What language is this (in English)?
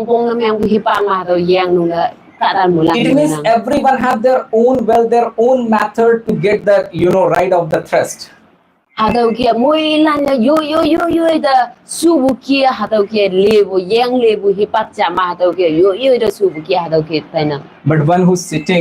Konyak Naga